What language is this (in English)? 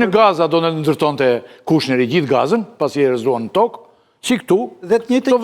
Albanian